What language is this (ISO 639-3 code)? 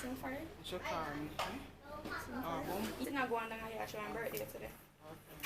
jam